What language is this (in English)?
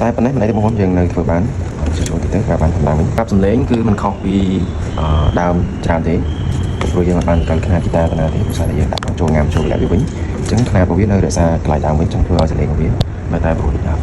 Khmer